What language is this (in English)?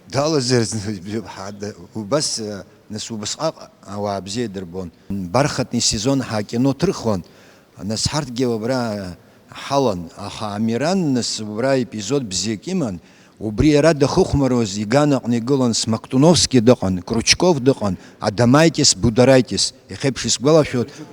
Abkhazian